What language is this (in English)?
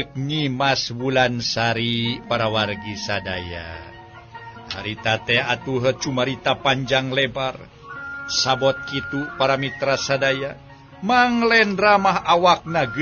Sundanese